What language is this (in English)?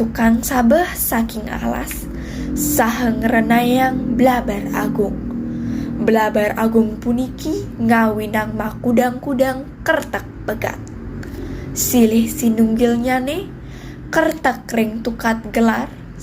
Balinese